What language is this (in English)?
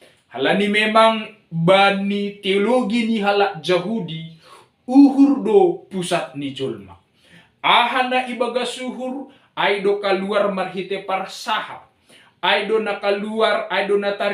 Batak Simalungun